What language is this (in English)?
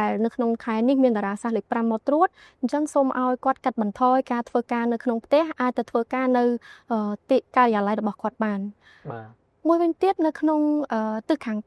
Khmer